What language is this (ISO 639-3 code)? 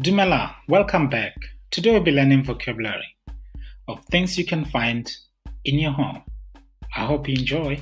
tsn